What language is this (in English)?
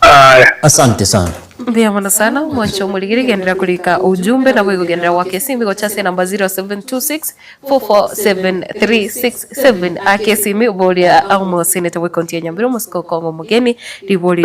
Gusii